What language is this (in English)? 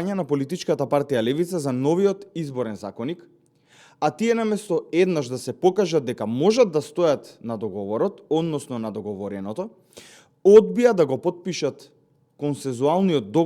Macedonian